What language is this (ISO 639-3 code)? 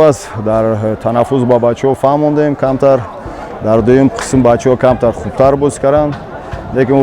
tgk